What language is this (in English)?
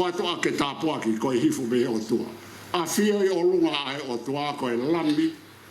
Tongan